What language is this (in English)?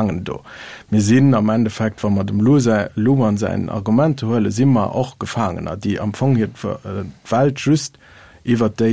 Luxembourgish